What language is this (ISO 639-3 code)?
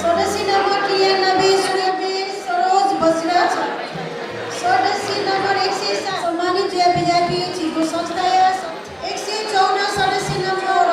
new